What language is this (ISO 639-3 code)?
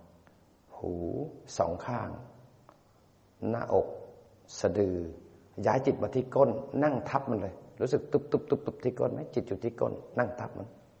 tha